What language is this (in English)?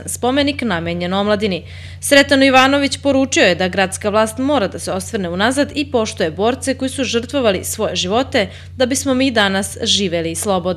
Serbian